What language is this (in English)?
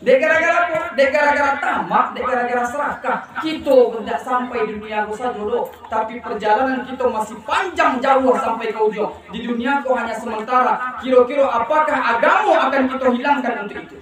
Minangkabau